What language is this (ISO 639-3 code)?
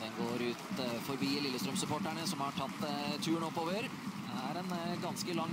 nor